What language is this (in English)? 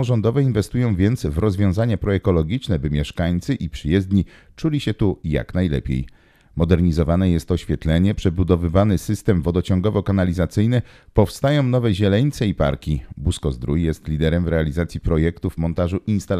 Polish